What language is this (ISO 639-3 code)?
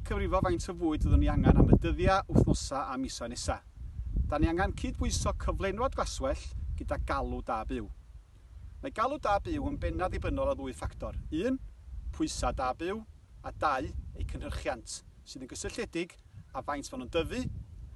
cym